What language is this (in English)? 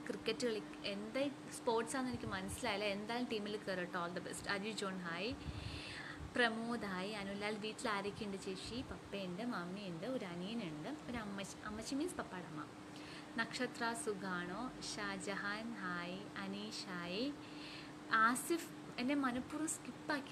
Malayalam